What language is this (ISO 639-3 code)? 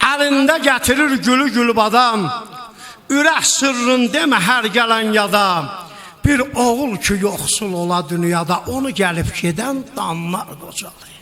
azb